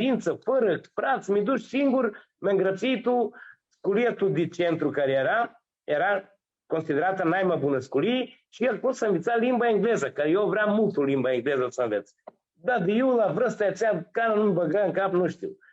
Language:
Aromanian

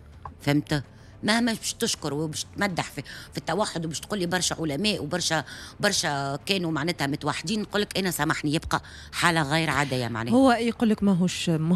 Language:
Tunisian Arabic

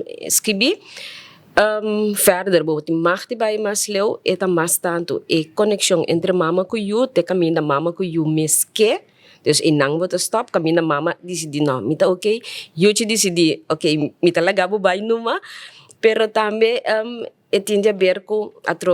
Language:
Papiamento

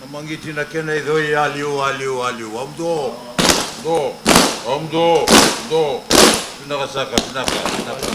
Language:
Fijian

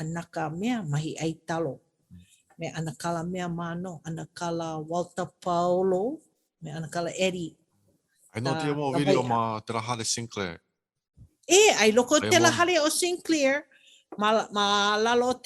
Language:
Hawaiian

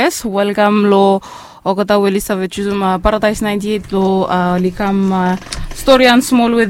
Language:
Bislama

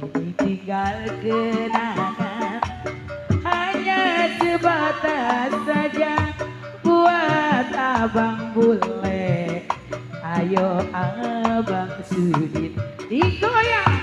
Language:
Betawi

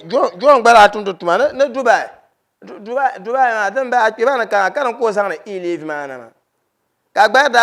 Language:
Dagbani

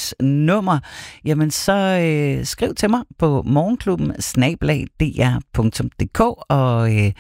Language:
Danish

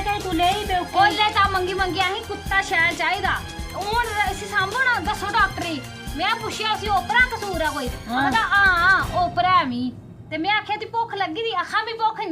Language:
Dogri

